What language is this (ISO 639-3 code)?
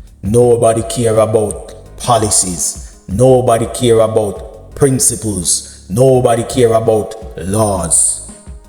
jam